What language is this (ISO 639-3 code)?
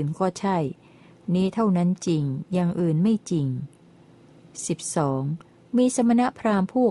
tha